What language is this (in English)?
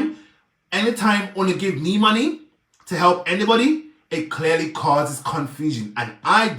Jamaican Creole English